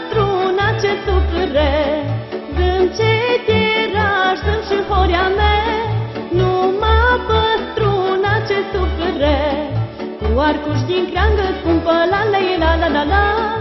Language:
Romanian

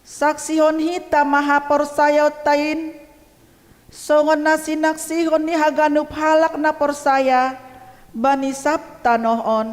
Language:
Batak Simalungun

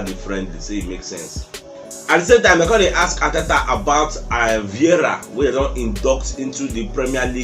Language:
Nigerian Pidgin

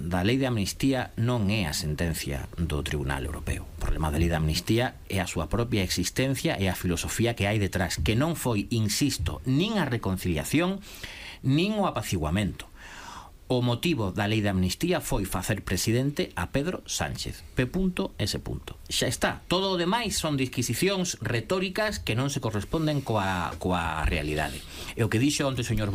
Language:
Galician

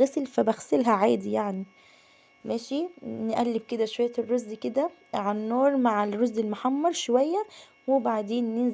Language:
Egyptian Arabic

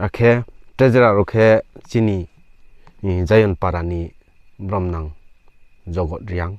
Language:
Riang (India)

